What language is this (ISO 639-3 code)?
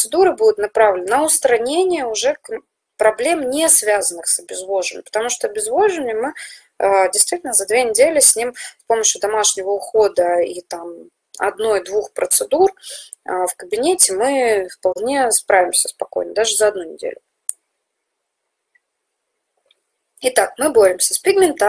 rus